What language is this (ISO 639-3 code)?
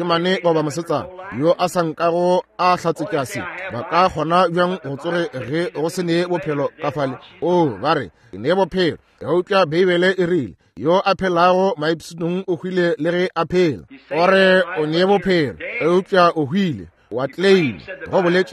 nso